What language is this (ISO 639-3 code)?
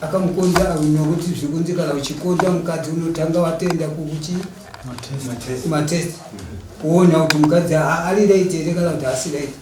sna